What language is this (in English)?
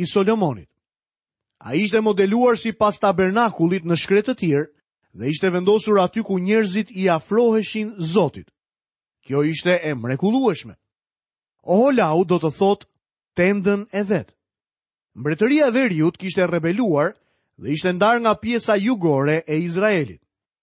Albanian